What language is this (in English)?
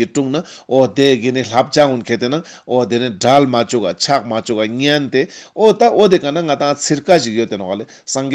Ladakhi